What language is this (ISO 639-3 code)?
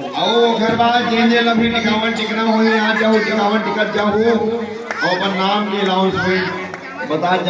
hne